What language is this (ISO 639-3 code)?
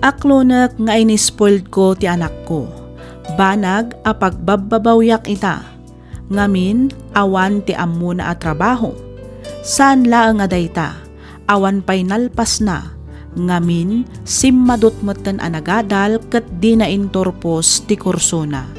ilo